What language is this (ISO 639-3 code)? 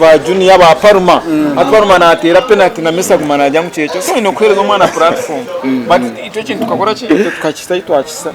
nyn